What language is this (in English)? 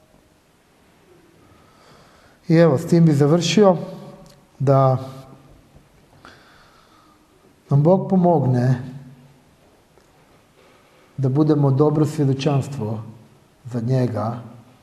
Croatian